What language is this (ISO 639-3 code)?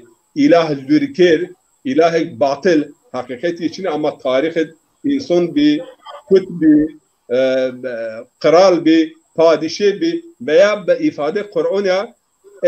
zza